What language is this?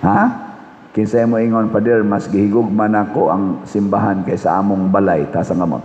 Cebuano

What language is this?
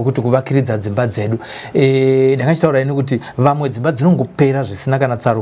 Shona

